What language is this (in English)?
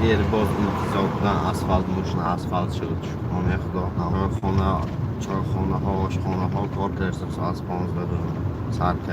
Tajik